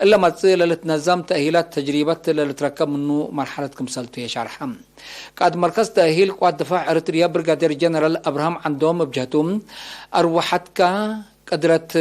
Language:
Tigre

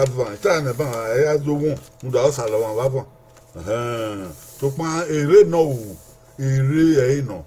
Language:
Bini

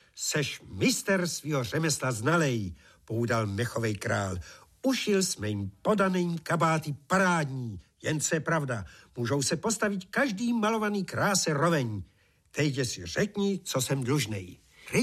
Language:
Czech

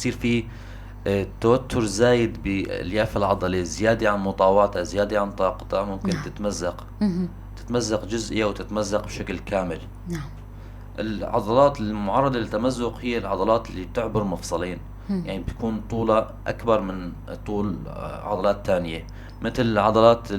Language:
North Levantine Arabic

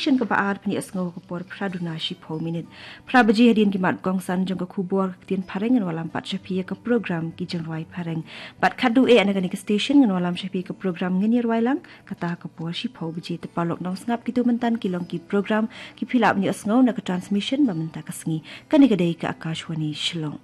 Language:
Khasi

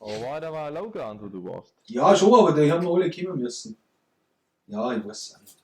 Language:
Bavarian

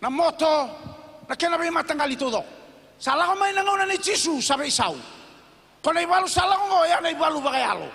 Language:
Fijian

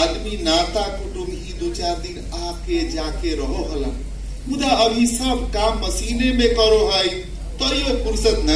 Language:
Magahi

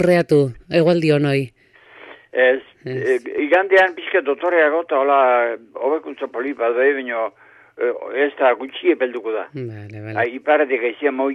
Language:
Basque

